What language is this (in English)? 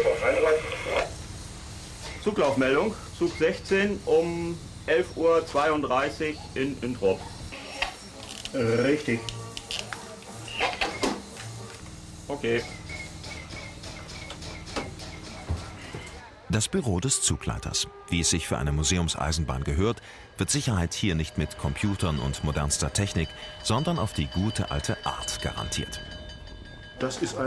German